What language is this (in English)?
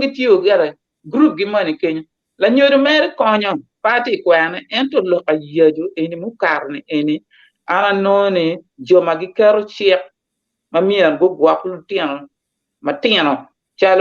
Acoli